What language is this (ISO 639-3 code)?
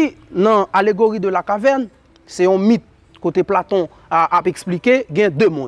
hat